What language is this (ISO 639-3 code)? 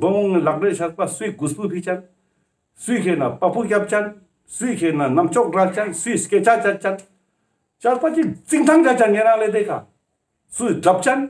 lbj